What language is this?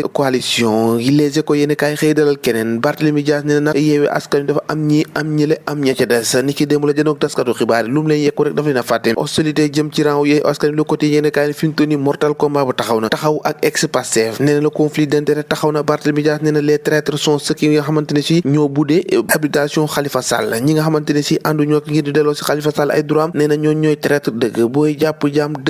Wolof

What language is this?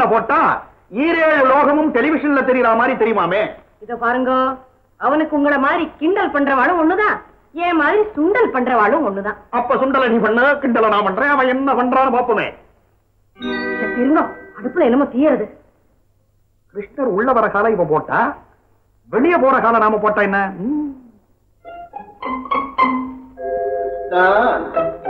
Tamil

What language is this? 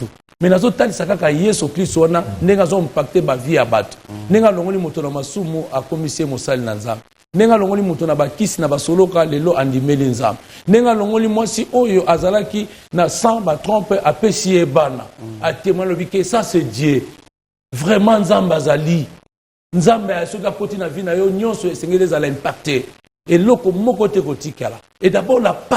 Lingala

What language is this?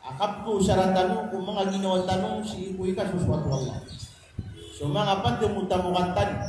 Maranao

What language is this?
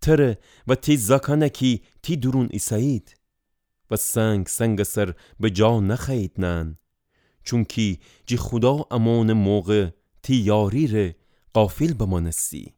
Gilaki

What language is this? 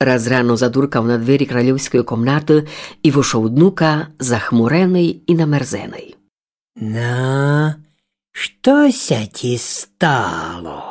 Rusyn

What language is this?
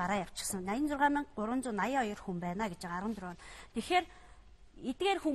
Mongolian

